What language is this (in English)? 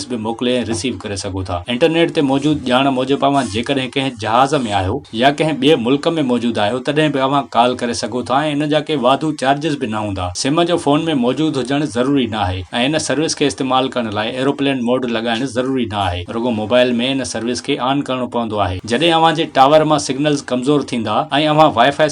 Sindhi